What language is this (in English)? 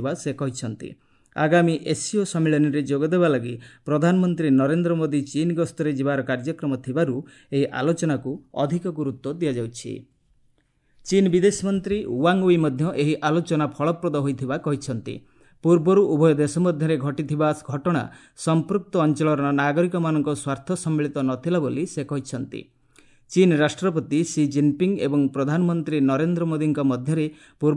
Odia